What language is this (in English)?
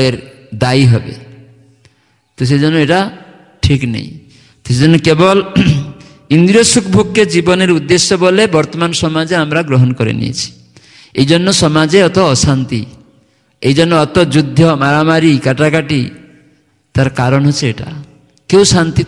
Bangla